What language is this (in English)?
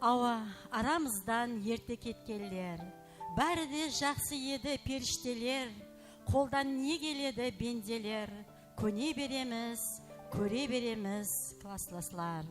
Kara-Kalpak